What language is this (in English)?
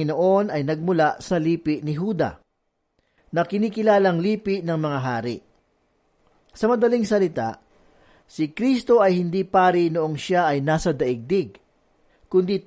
Filipino